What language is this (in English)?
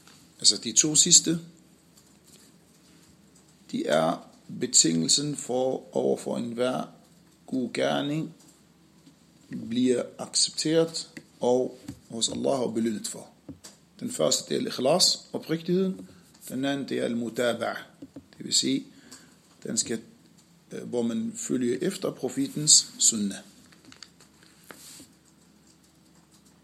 Danish